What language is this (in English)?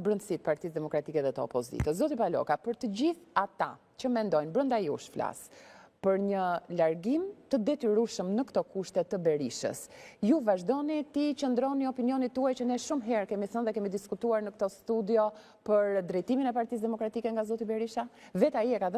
Albanian